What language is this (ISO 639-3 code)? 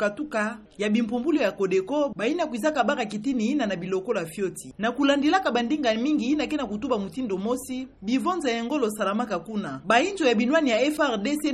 ktu